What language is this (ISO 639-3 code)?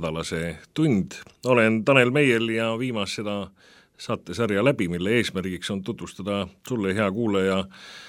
est